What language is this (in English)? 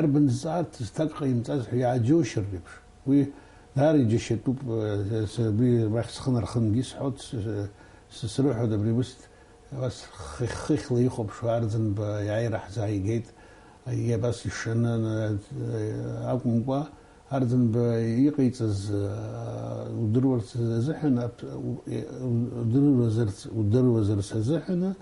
Abkhazian